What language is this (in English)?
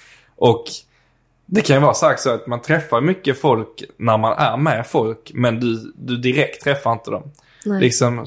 Swedish